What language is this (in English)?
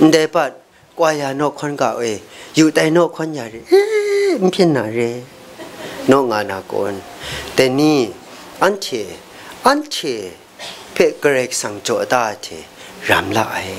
Kachin